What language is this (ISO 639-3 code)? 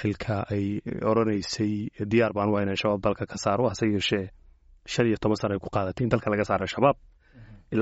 som